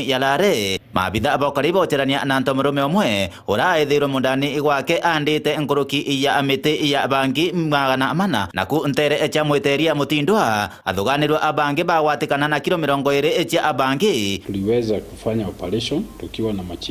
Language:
Meru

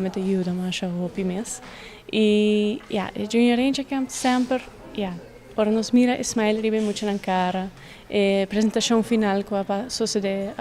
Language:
Papiamento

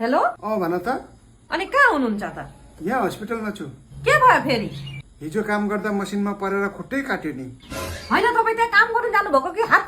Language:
Nepali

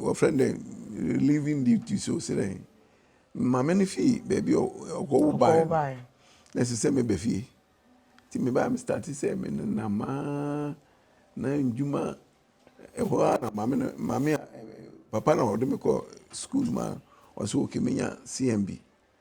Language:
Akan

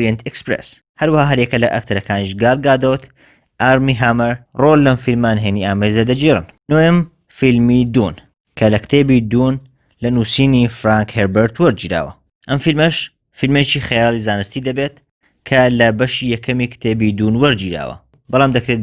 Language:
Central Kurdish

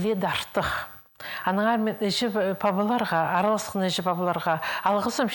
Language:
Khakas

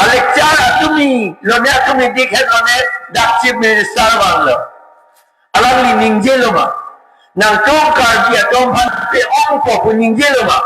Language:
Karbi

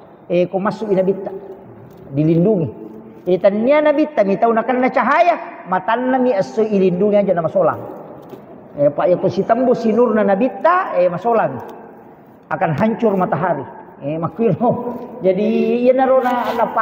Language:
Buginese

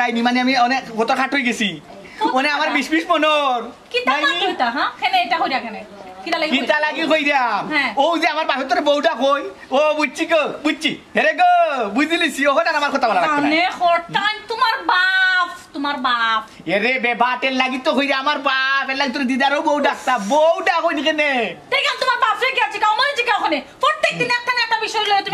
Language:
Sylheti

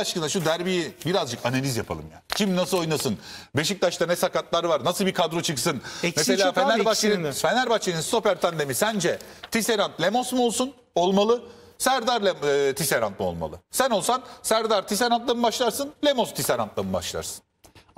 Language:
Turkish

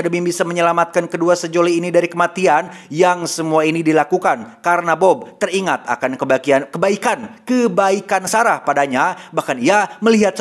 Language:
Indonesian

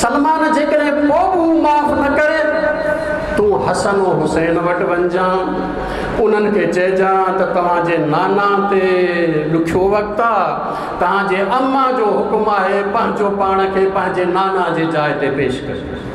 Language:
Sindhi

